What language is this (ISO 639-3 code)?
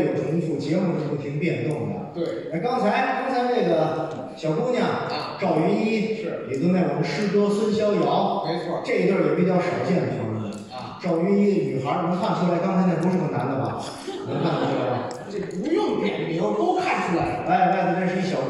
zho